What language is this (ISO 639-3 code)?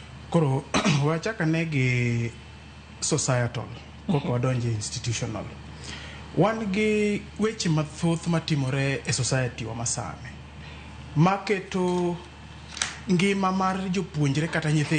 luo